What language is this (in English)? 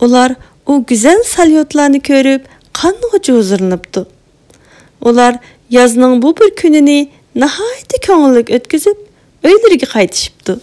Uyghur